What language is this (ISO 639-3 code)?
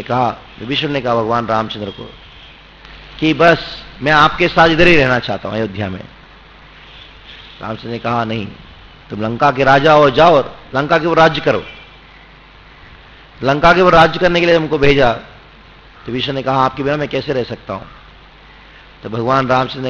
hin